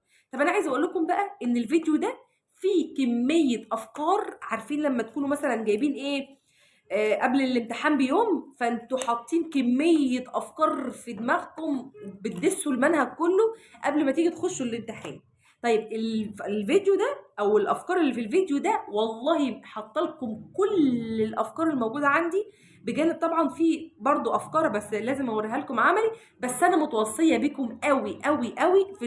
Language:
Egyptian Arabic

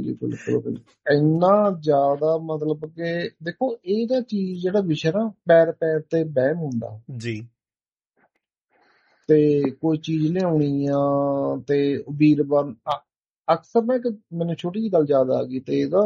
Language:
Punjabi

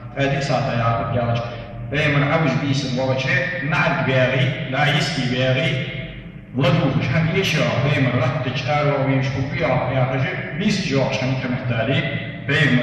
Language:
Ingush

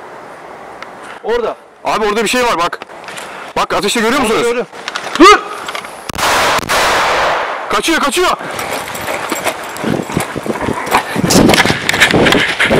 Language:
Turkish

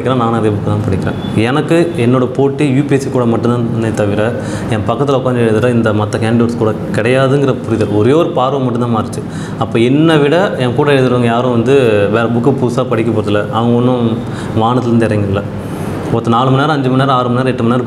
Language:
Tamil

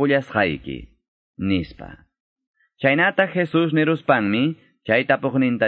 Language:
Quechua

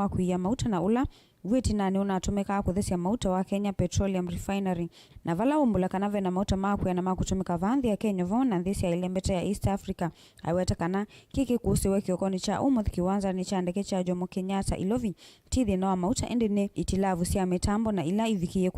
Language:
Kamba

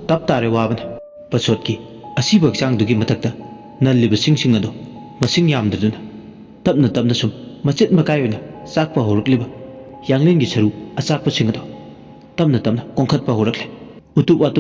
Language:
Manipuri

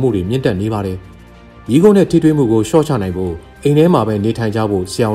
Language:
Burmese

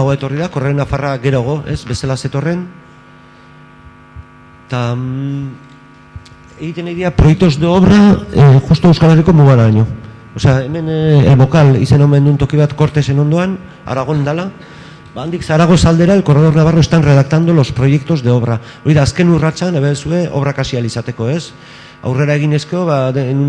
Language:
Basque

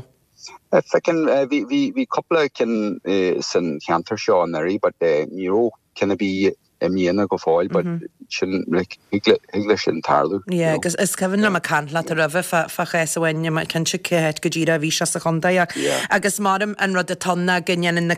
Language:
Irish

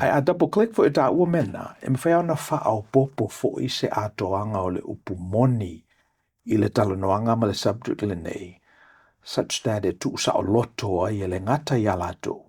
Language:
Samoan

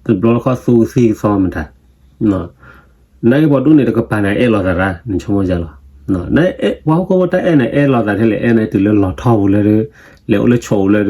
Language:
S'gaw Karen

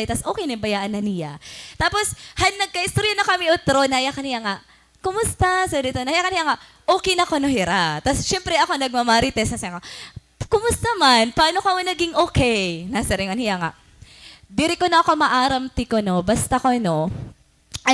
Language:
Waray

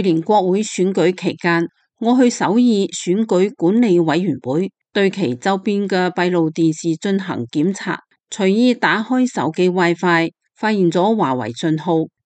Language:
Cantonese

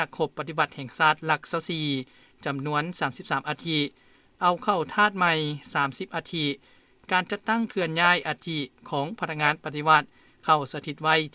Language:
Lao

